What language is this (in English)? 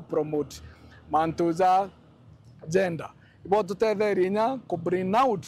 Meru